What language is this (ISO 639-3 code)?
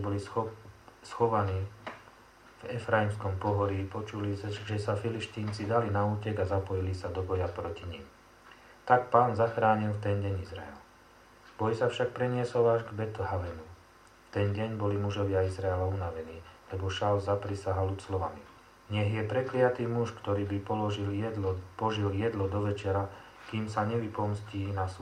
slk